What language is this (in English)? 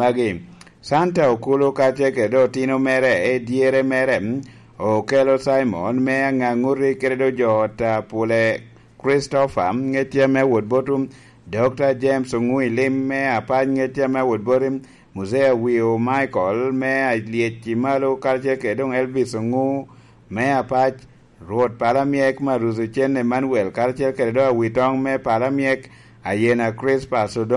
Lango (Uganda)